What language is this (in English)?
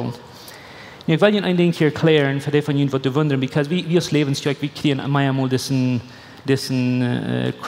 Plautdietsch